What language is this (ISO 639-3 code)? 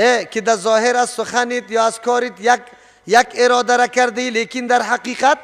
fas